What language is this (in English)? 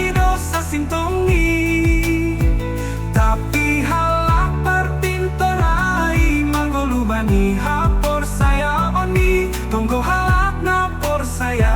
Batak Simalungun